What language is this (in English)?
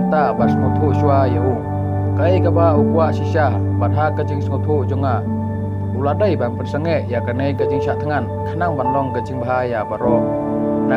Khasi